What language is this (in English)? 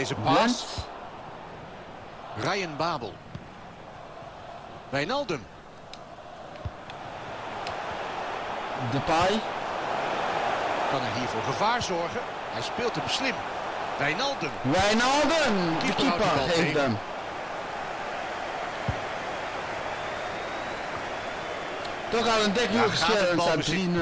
Dutch